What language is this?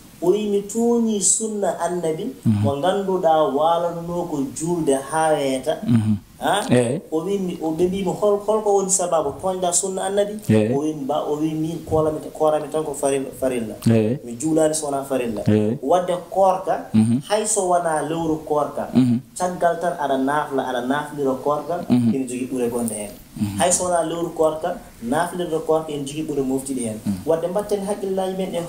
Fula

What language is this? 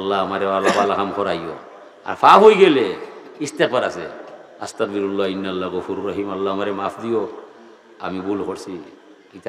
Sylheti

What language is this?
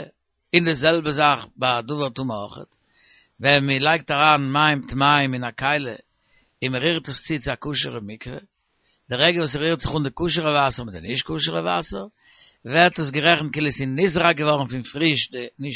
Yiddish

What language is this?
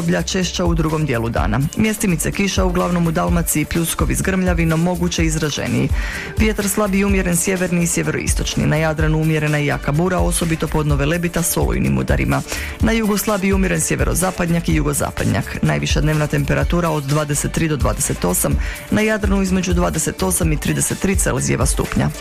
Croatian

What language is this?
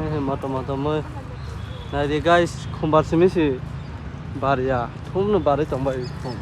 Kok Borok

